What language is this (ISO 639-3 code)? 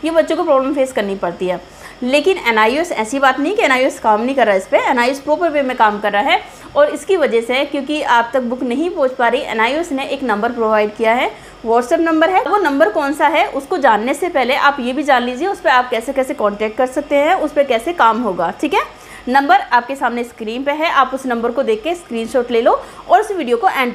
hin